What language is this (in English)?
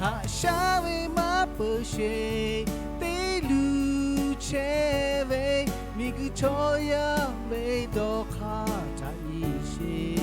Lahu